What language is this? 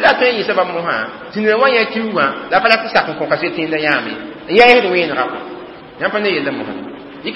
Mossi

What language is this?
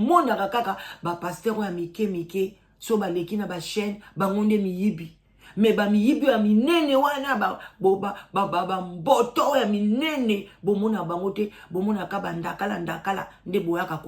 Lingala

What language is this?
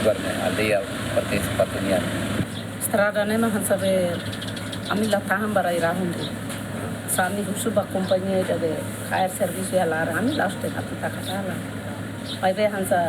Tetum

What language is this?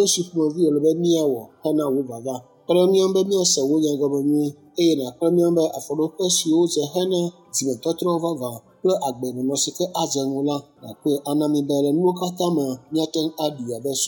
Ewe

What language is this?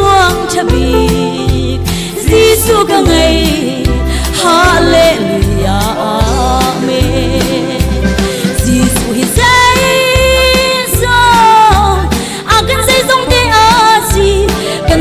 Hakha Chin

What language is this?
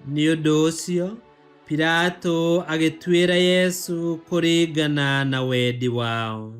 Kikuyu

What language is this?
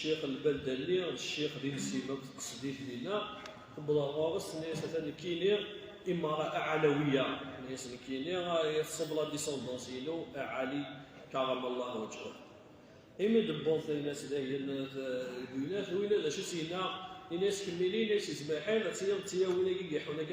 Kabyle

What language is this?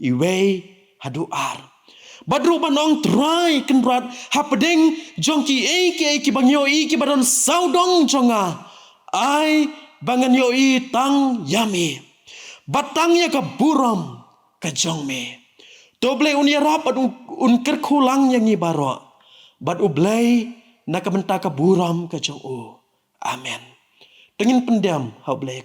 Khasi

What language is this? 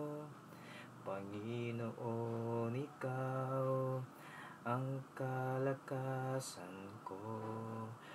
Filipino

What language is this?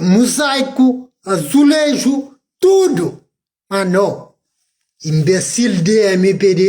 Kabuverdianu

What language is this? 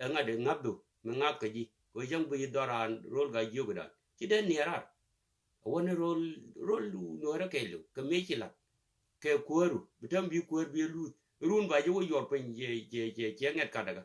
Nuer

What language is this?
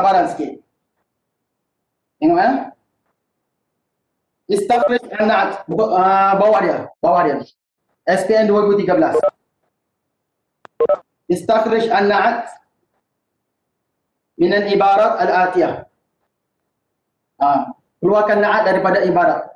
Malay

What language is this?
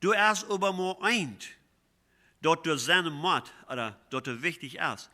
Plautdietsch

